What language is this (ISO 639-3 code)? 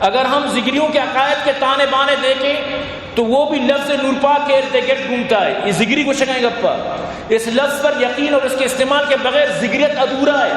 bgp